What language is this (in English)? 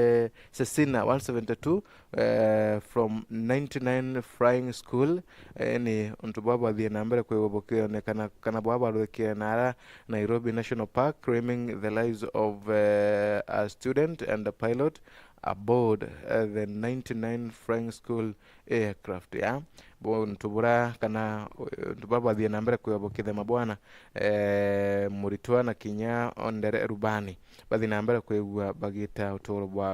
Meru